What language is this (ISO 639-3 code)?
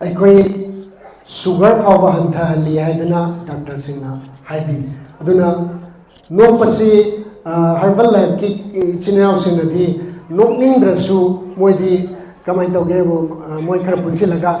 mni